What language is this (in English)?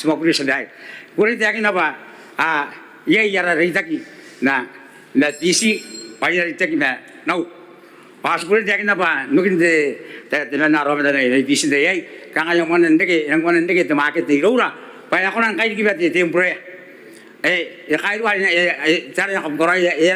Gilbertese